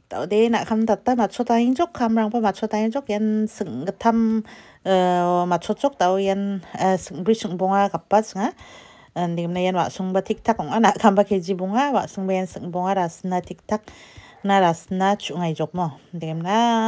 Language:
Garo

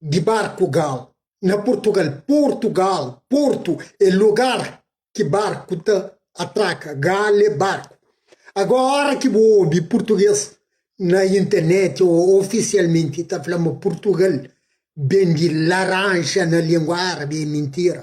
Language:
Kabuverdianu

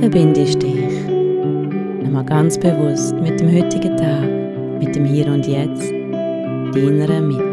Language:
Swiss German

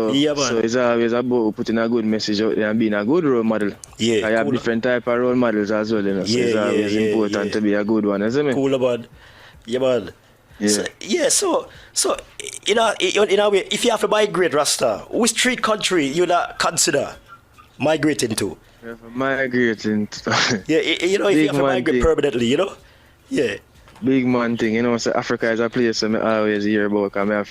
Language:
Jamaican Creole English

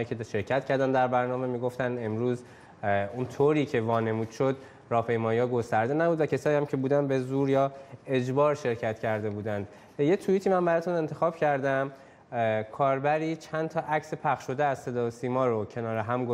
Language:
Persian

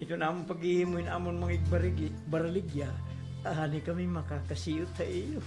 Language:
Waray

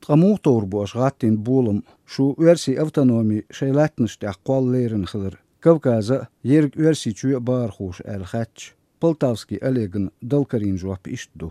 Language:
Chechen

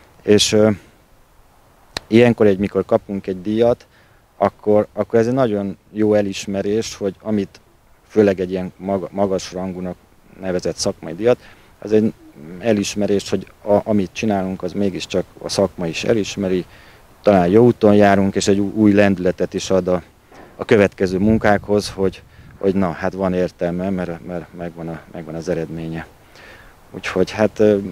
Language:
Hungarian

